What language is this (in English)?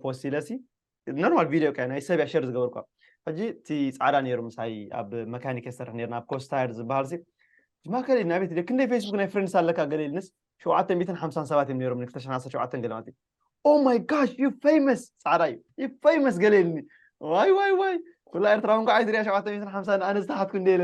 Tigrinya